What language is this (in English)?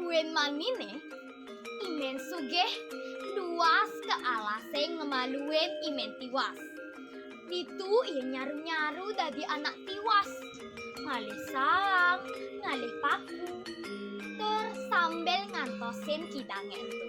Balinese